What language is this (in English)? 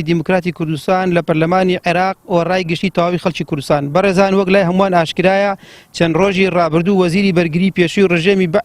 Central Kurdish